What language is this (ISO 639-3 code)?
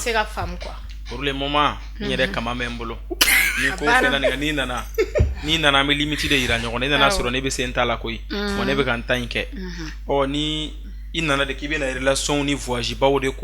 bam